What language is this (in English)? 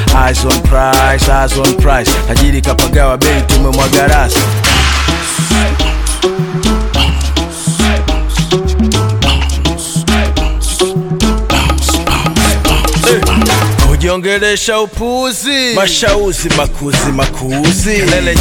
Swahili